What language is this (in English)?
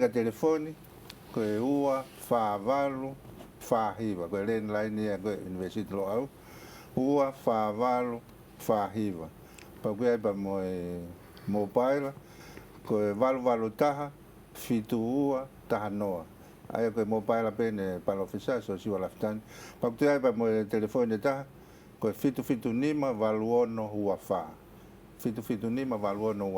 Tongan